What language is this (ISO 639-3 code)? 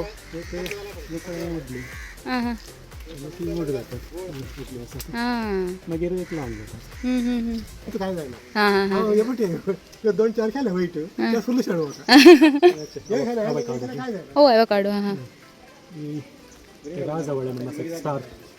kok